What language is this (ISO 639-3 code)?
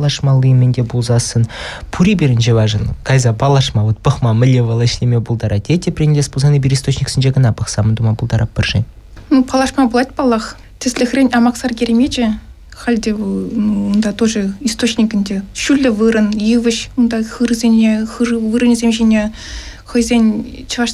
chv